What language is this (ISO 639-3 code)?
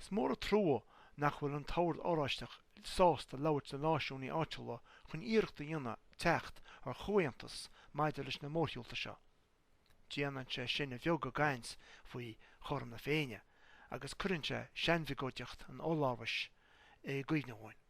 gle